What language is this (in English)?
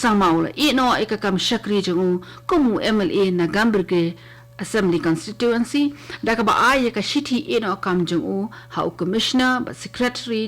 Khasi